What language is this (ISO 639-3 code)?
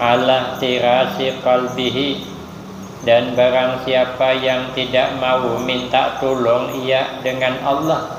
bjn